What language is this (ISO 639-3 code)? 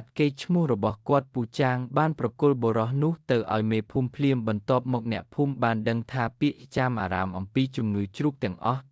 khm